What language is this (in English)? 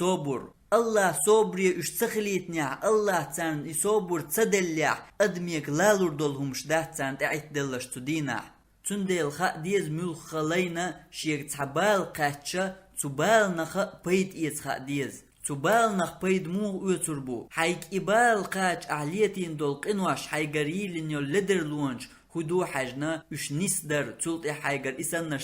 Chechen